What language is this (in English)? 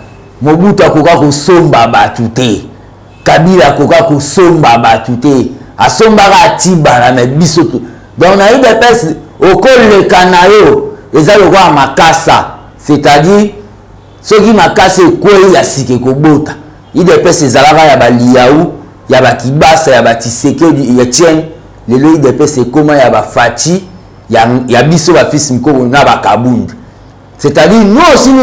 Lingala